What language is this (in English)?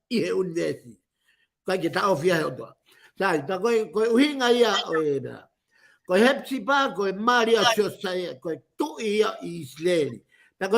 Tongan